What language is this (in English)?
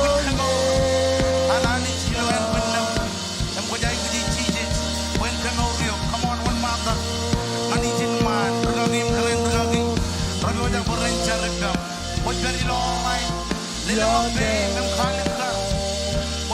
Marshallese